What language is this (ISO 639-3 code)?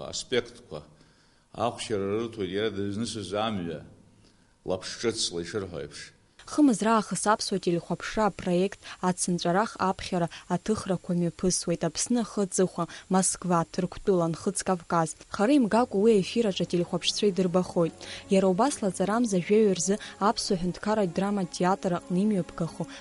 abk